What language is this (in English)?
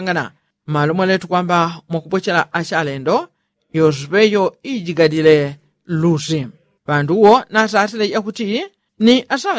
Yao